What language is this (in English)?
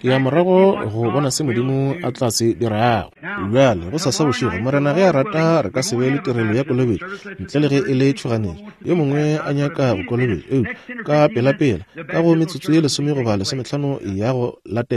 Northern Sotho